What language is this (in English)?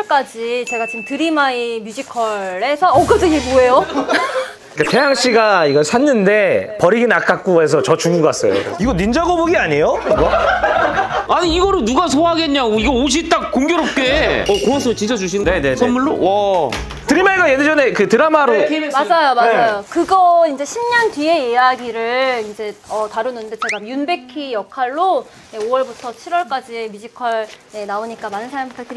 Korean